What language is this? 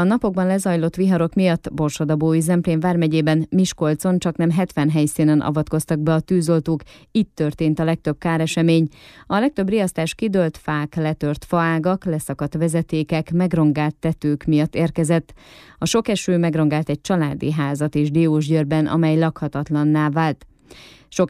Hungarian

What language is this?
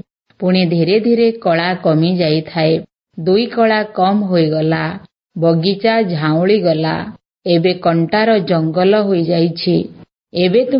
Odia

